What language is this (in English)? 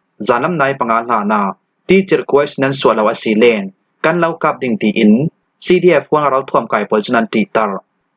Falam Chin